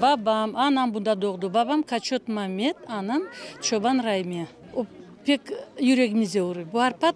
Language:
Crimean Tatar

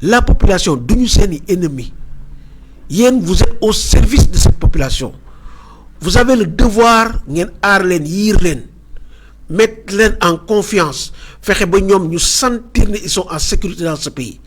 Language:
Wolof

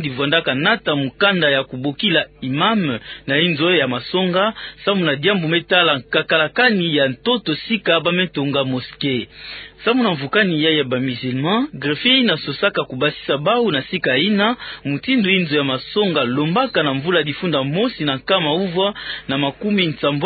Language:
Kituba (Democratic Republic of Congo)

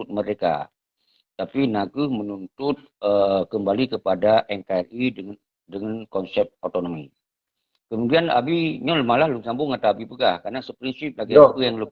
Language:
Achinese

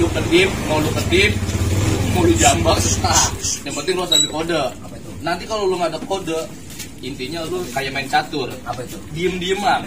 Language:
Betawi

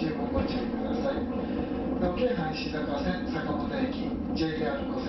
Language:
Japanese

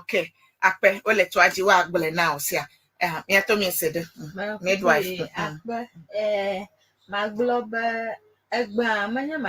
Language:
Ewe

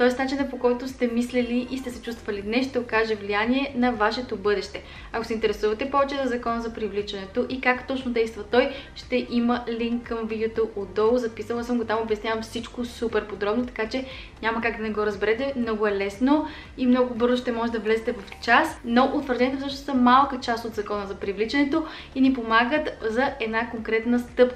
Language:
Bulgarian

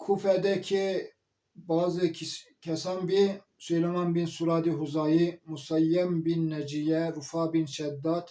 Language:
Zaza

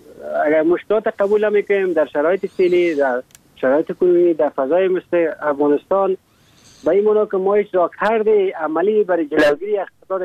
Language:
Persian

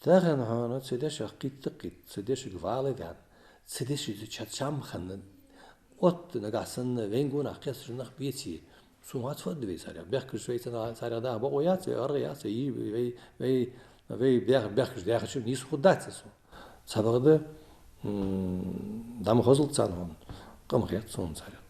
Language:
Ingush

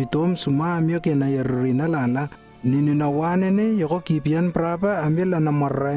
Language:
Lewo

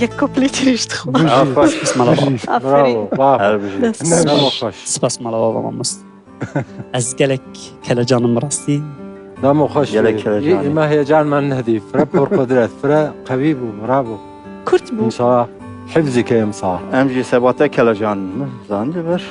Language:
Kurdish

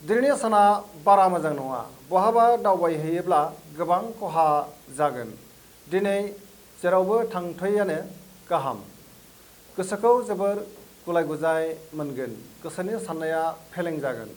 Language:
Bodo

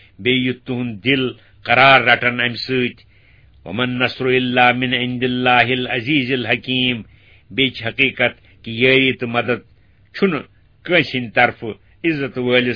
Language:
Kashmiri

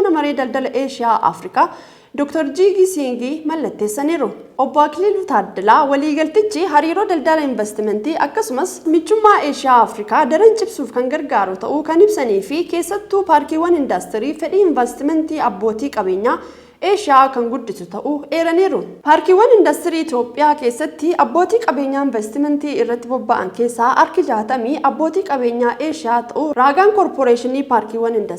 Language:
Oromo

